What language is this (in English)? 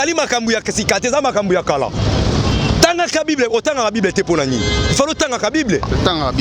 Lingala